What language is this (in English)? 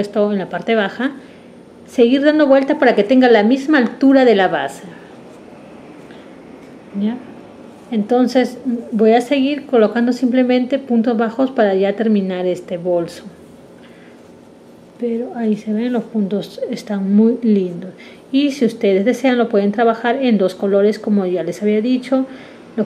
Spanish